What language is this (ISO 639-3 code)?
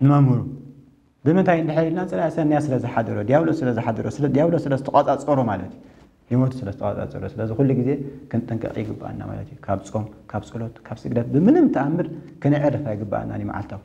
tir